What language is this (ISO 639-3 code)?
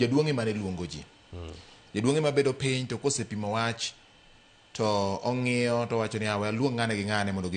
luo